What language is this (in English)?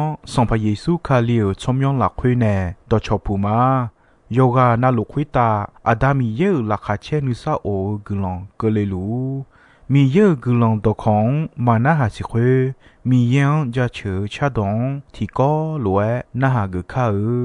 Akha